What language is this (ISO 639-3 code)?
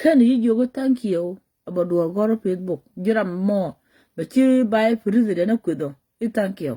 nus